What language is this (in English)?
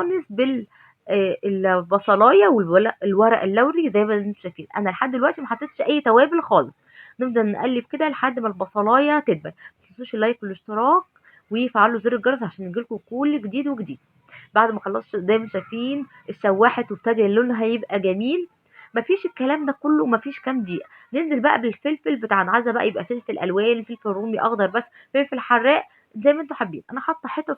Egyptian Arabic